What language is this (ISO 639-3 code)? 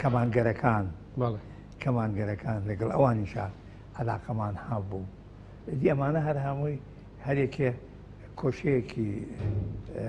ckb